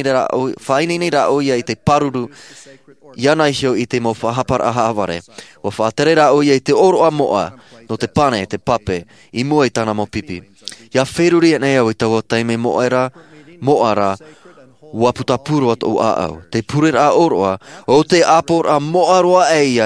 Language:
Tahitian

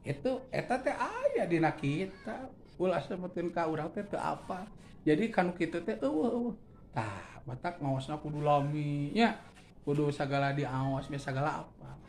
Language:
Sundanese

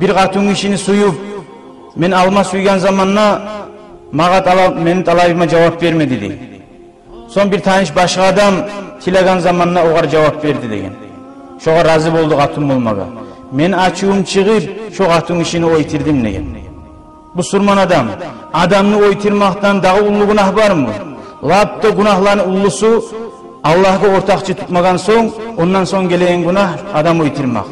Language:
Kumyk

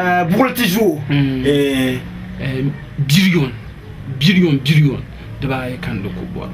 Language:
Dagbani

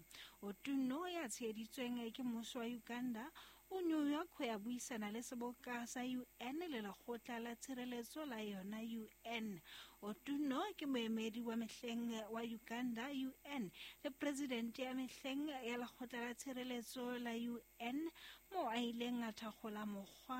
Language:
Southern Sotho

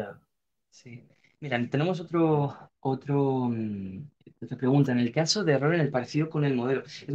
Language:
Spanish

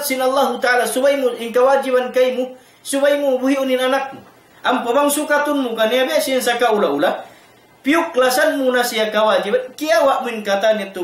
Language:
Tausug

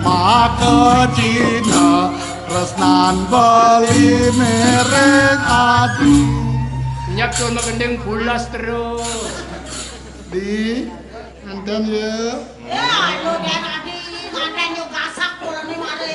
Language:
Balinese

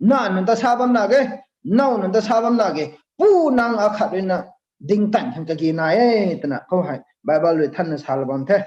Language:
Rongmei Naga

